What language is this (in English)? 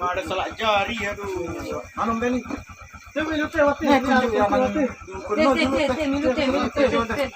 Sasak